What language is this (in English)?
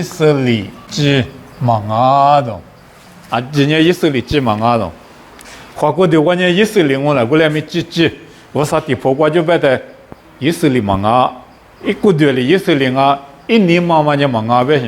Lisu